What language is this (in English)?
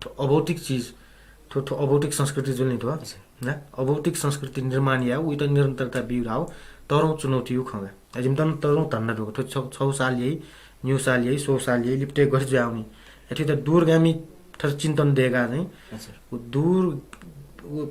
Newari